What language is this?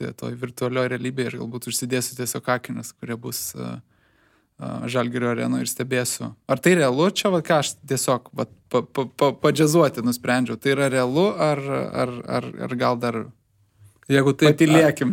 Lithuanian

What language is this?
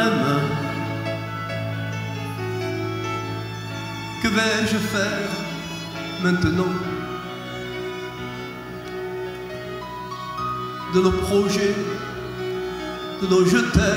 French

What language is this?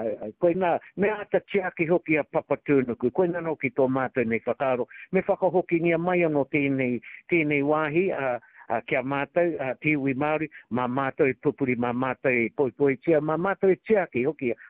Māori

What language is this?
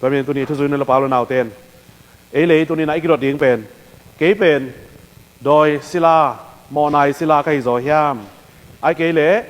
Tedim Chin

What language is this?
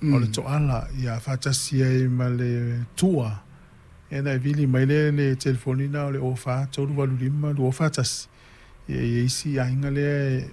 Samoan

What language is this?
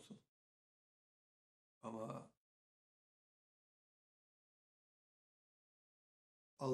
Turkish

